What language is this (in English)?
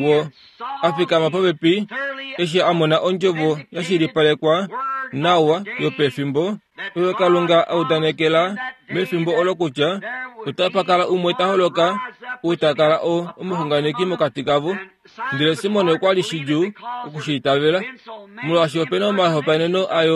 Kuanyama